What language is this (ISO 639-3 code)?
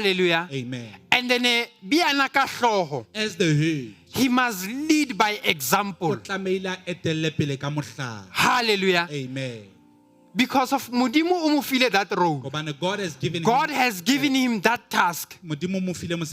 sot